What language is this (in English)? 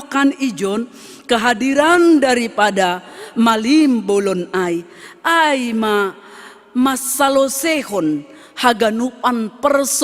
Batak Simalungun